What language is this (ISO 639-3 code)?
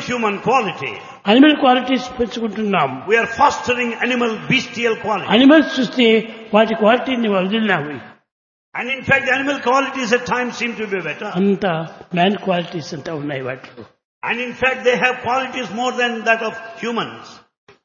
tel